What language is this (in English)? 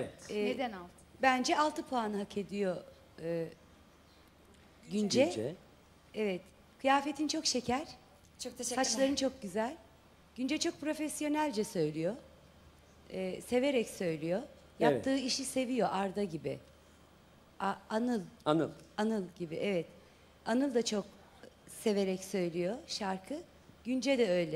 Turkish